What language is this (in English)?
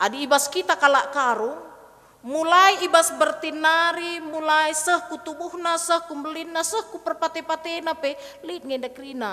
Batak Karo